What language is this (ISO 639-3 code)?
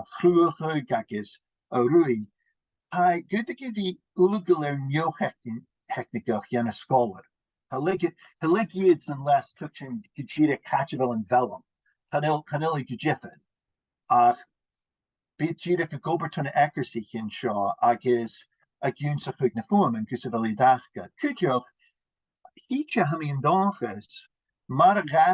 gla